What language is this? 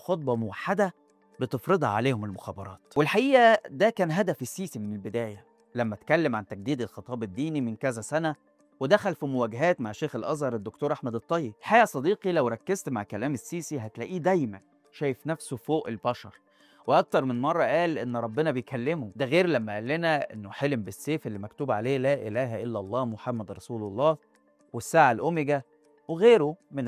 Egyptian Arabic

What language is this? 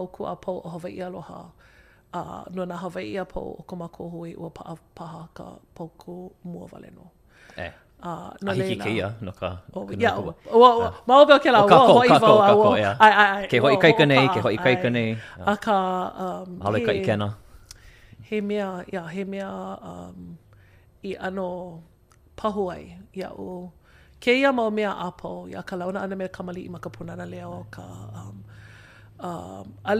Hawaiian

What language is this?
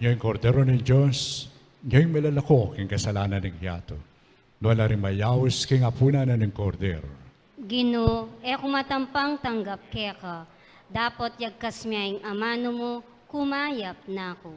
Pampanga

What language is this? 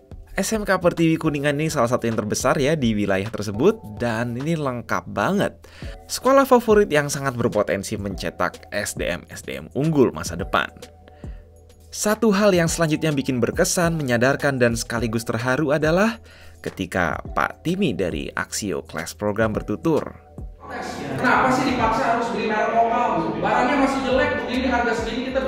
Indonesian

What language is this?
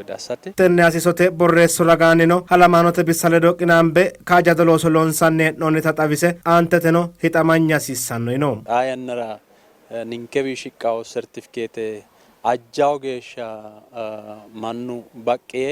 Sidamo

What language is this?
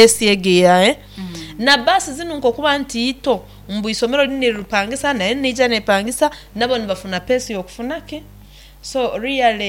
Nyoro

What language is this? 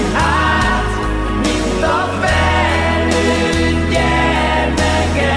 Hungarian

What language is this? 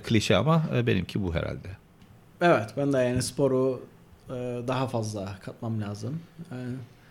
Turkish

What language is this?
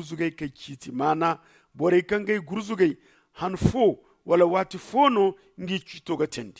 Zarma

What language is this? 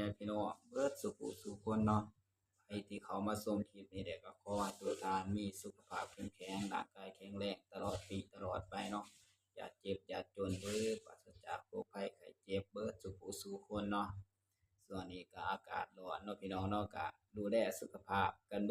Lao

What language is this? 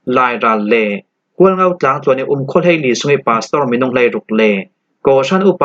Falam Chin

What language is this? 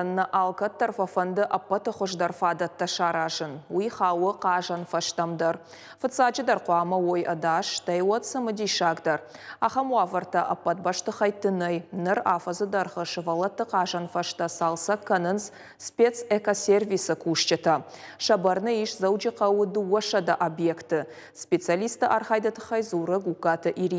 Ossetic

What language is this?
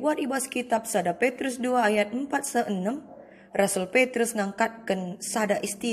Batak Karo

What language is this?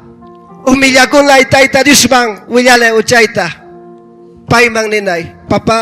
Ayacucho Quechua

